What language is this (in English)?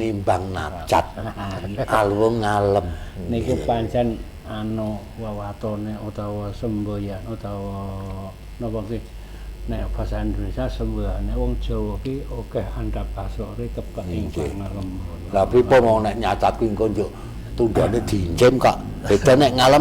Javanese